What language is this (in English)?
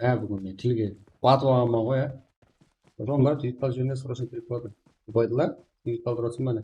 Kara-Kalpak